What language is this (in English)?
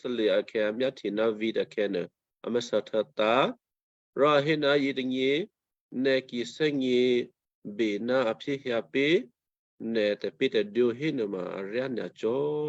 Western Kayah